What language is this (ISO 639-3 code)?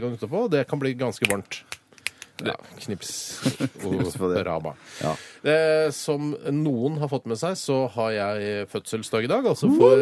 nor